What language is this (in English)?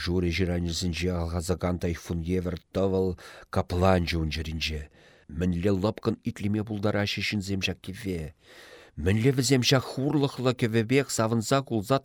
Chuvash